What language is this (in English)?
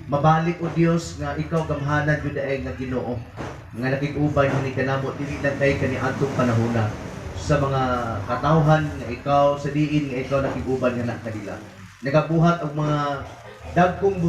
Cebuano